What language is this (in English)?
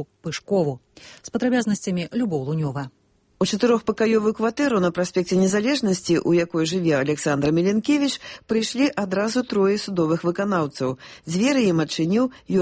Belarusian